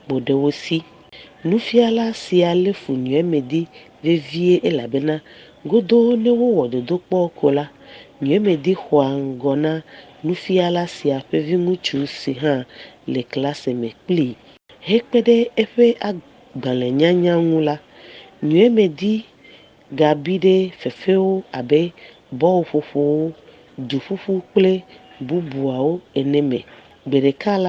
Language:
Ewe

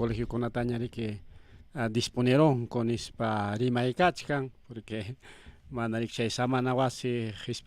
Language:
Ayacucho Quechua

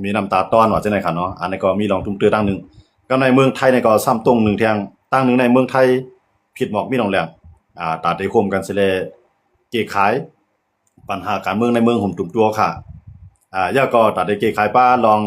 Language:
Shan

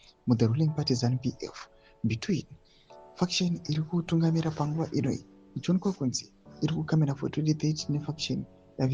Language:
Shona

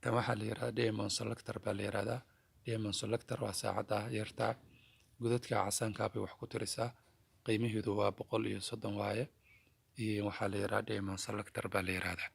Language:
Somali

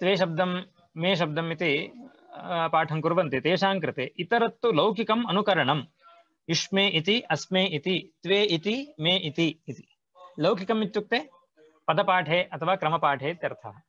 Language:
Sanskrit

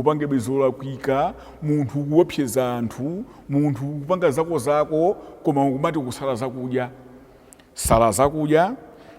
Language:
Nyanja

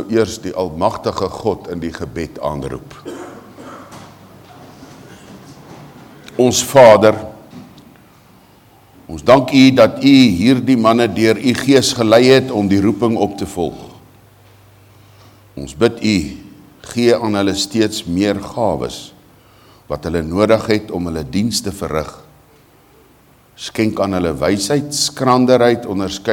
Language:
Afrikaans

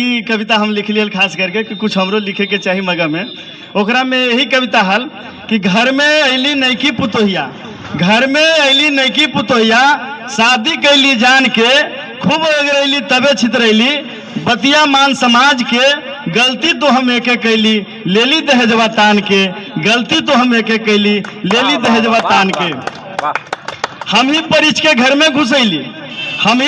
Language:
Magahi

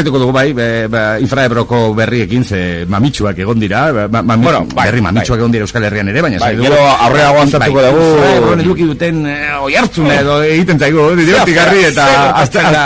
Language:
Basque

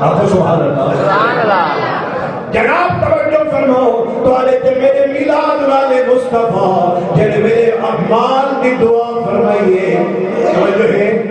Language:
Saraiki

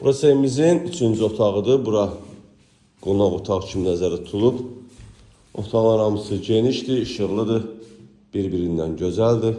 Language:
Azerbaijani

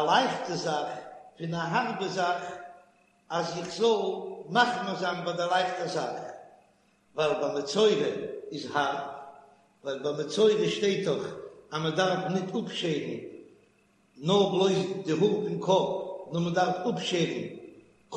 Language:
Yiddish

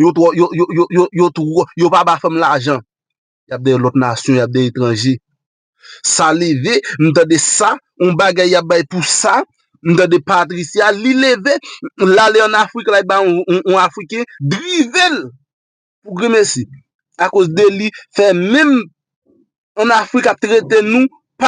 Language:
Haitian Creole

